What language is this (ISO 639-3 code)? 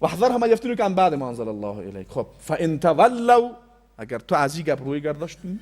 fas